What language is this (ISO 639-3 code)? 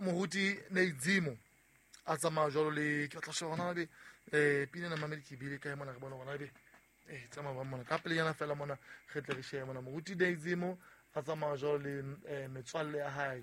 sot